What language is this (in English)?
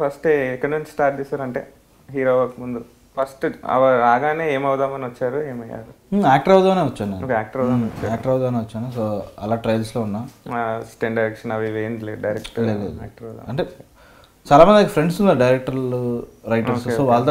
Telugu